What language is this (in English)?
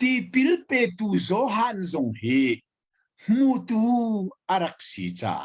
Hakha Chin